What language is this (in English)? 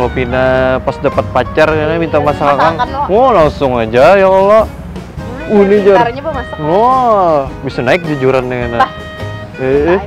Banjar